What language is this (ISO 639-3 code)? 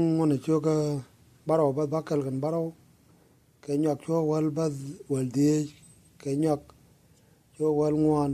nus